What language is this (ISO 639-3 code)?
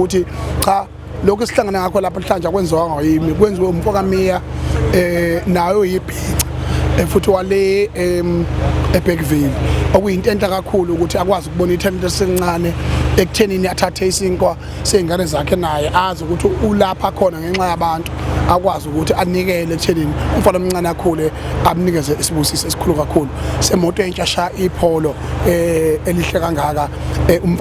zul